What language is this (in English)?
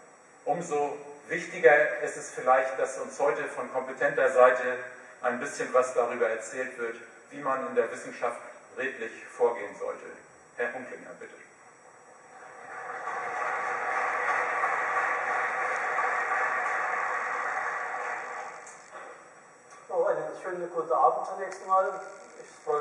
German